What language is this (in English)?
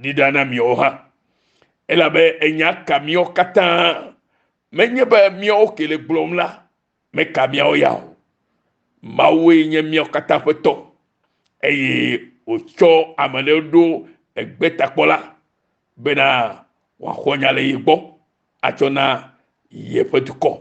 Ewe